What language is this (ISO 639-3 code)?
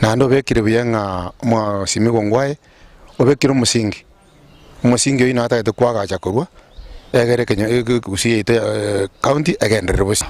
guz